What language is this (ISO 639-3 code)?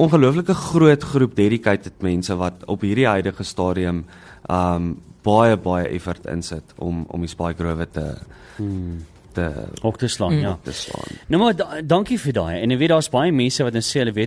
afr